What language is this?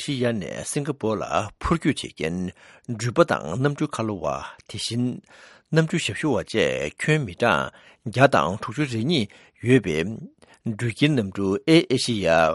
Tibetan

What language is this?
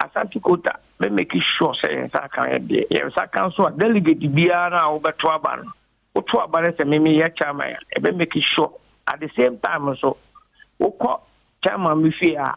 Akan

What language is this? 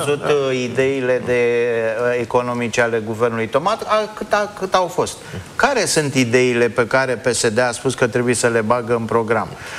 Romanian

